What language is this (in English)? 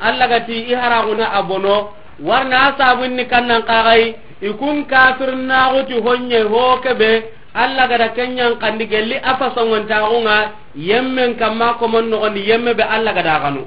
Soninke